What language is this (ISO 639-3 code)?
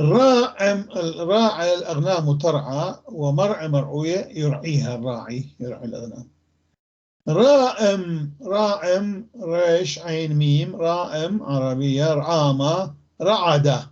apc